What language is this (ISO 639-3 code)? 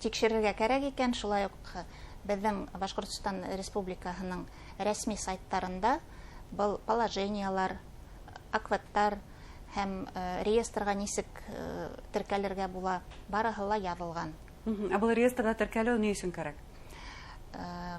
bak